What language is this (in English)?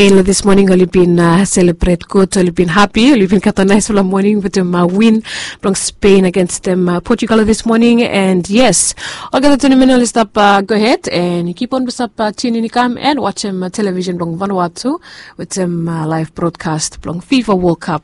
Bislama